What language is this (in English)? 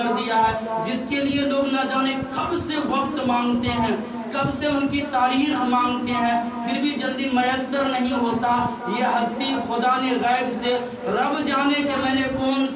Urdu